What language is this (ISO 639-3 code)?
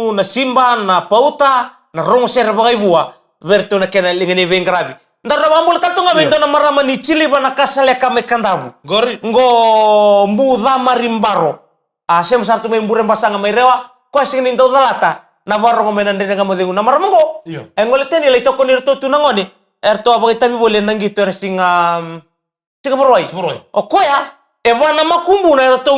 fij